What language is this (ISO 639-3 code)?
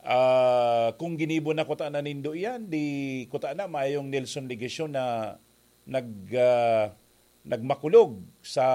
bik